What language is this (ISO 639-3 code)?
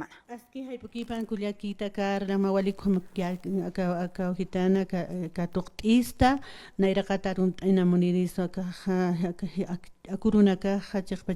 aym